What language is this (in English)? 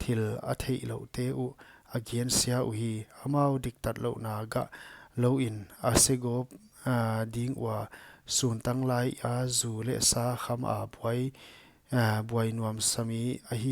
Paite Chin